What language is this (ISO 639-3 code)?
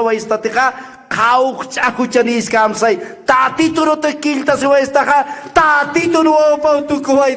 aym